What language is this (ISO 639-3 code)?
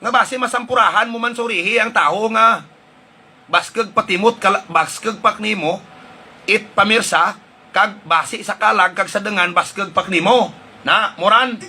hil